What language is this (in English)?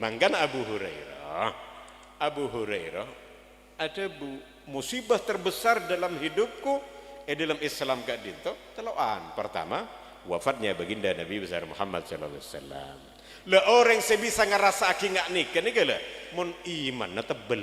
Madurese